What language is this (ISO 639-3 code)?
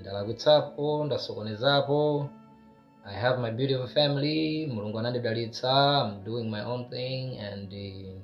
nya